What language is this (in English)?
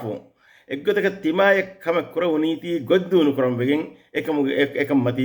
Divehi